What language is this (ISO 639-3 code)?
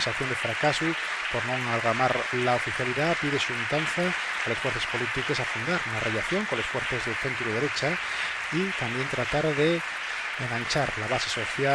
ast